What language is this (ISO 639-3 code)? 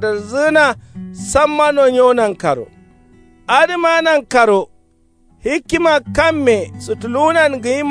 kau